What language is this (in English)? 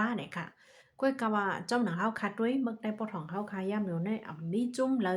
Shan